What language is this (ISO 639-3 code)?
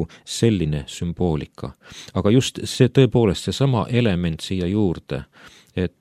est